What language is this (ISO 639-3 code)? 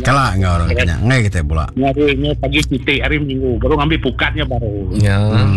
iba